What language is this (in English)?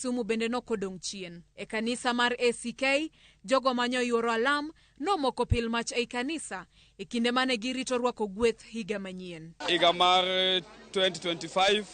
Luo (Kenya and Tanzania)